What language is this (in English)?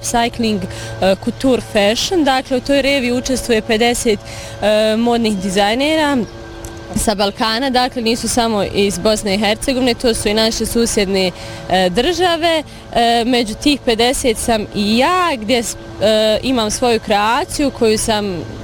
Bosnian